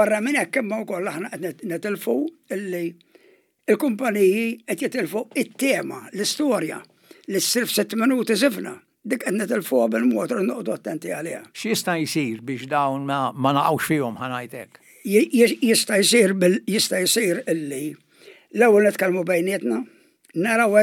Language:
Maltese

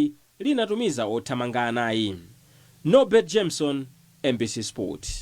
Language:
Nyanja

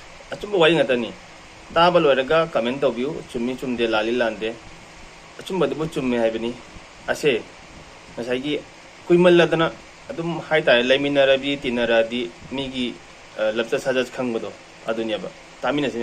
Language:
Manipuri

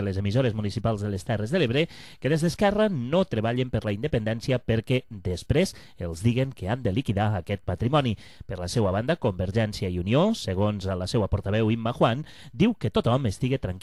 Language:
Catalan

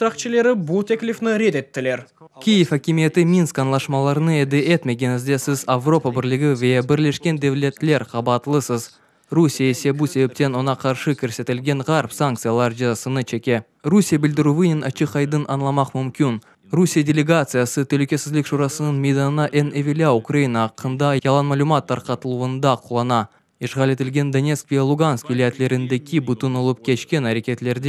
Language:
Crimean Tatar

